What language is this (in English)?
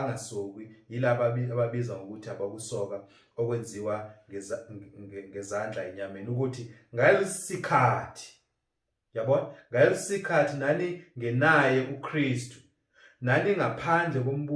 Zulu